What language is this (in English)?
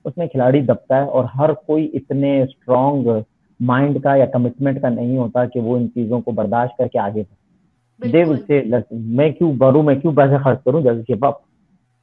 Hindi